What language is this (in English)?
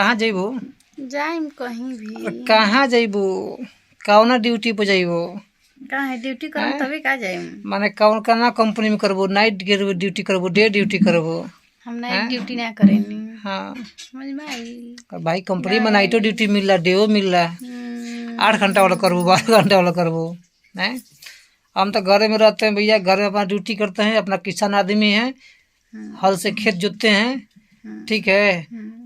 Bhojpuri